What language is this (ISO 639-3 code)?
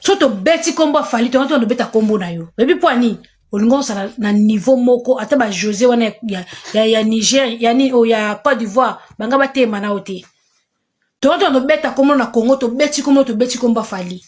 lin